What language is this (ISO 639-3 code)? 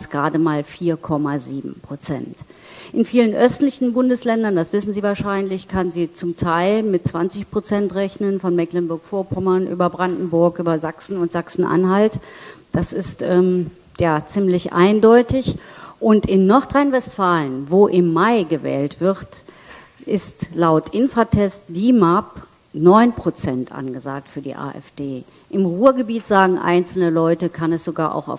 deu